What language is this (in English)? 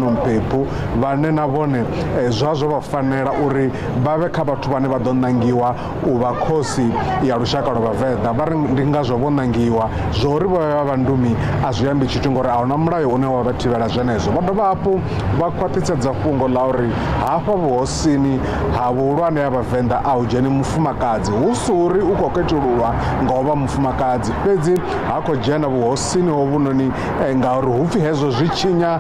Venda